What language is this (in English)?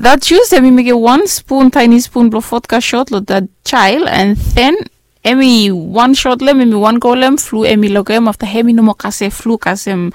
Bislama